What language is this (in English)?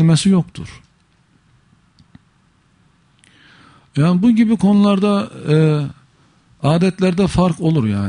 Turkish